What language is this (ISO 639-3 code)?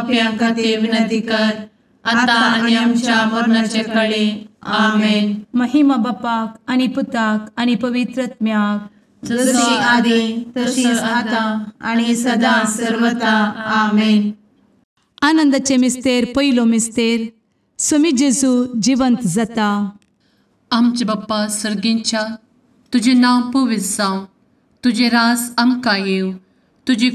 kok